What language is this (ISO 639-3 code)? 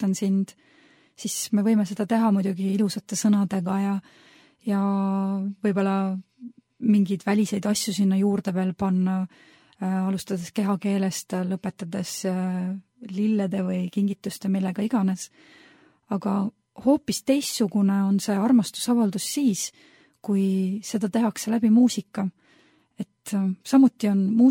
est